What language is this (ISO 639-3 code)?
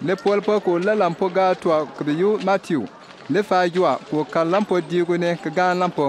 bim